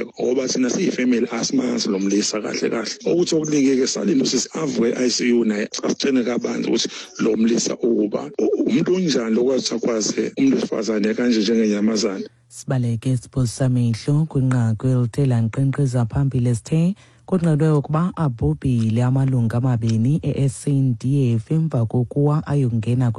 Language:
Xhosa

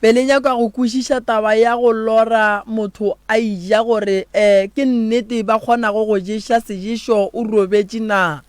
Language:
Northern Sotho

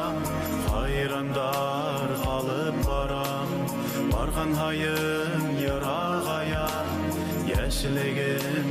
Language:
Bashkir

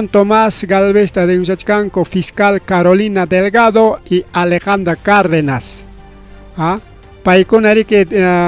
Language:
Ayacucho Quechua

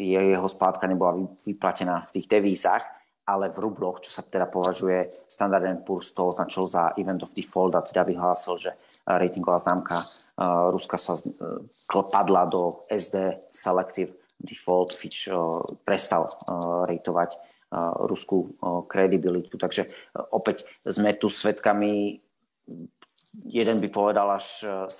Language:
Slovak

